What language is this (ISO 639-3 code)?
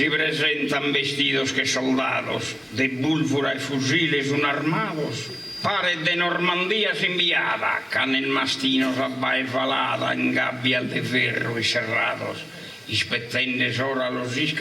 srd